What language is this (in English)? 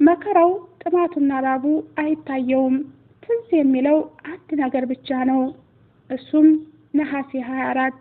Amharic